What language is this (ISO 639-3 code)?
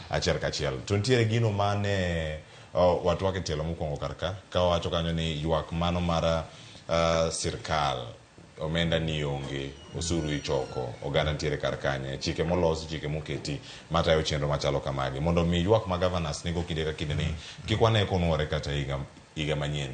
luo